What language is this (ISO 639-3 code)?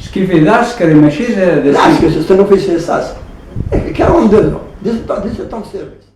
kab